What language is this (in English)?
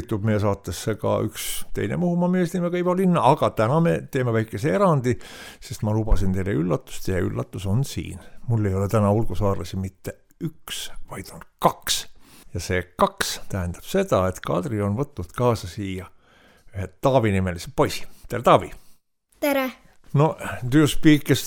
Estonian